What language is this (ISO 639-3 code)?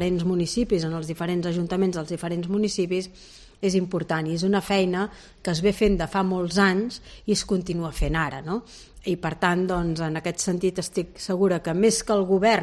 cat